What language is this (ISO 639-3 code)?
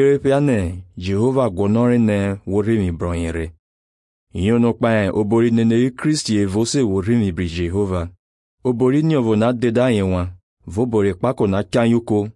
slv